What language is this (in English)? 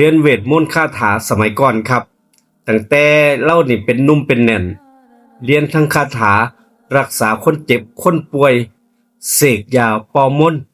Northeastern Thai